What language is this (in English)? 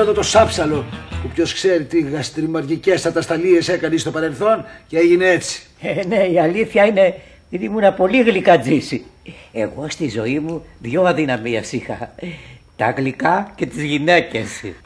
Greek